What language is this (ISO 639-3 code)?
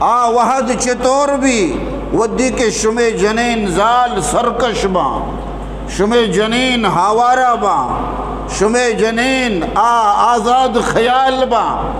bgp